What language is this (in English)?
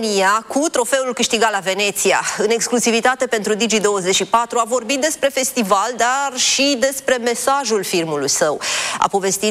Romanian